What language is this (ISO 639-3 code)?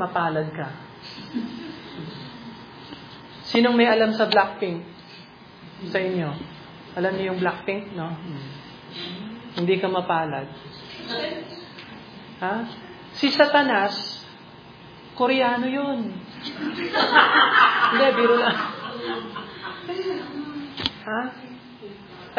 fil